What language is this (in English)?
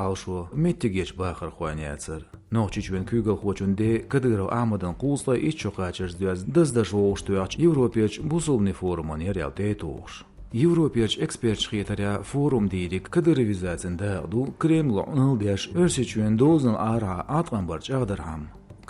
Chechen